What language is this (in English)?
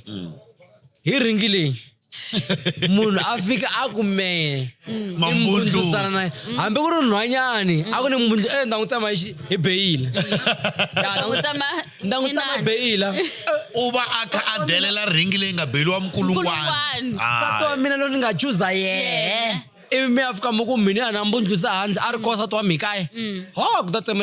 Tsonga